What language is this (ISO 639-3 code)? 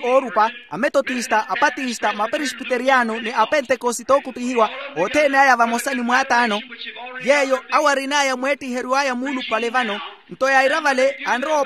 vmw